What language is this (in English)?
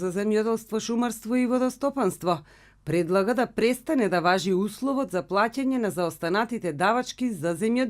Macedonian